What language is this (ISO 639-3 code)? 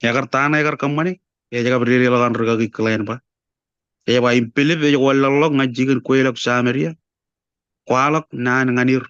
mah